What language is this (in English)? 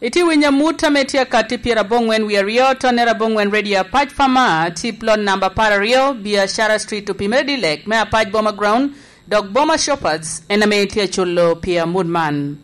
Lango (Uganda)